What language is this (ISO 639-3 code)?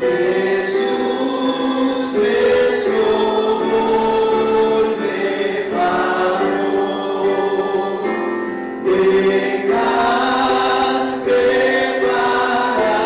pap